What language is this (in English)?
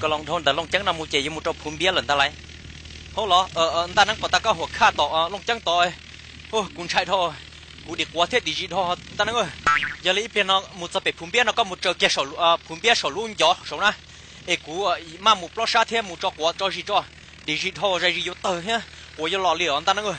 Hmong